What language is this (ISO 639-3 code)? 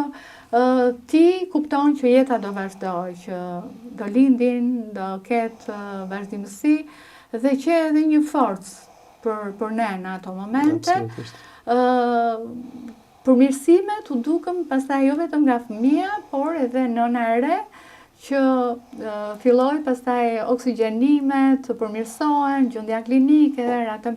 sqi